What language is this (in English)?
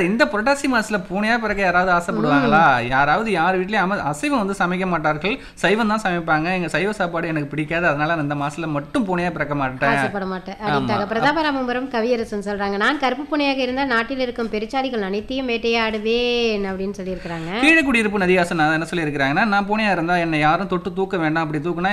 Tamil